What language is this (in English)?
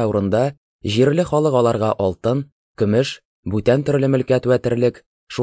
Tatar